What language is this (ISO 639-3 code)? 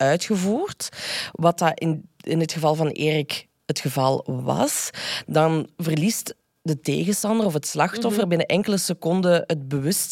nld